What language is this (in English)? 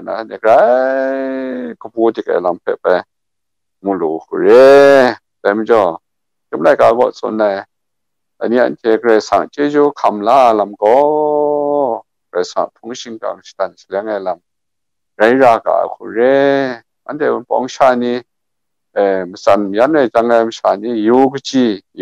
Kachin